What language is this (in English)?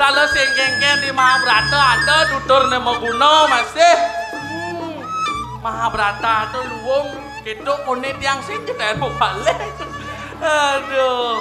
Balinese